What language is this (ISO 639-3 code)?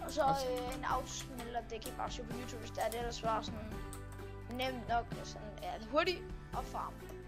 dan